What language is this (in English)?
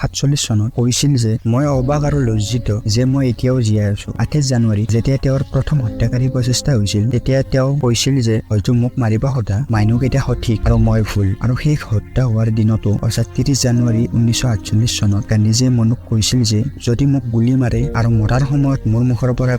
Assamese